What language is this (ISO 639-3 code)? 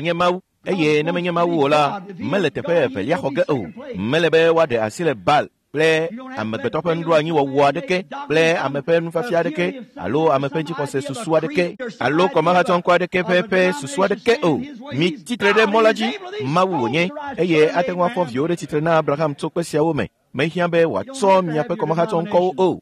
ewe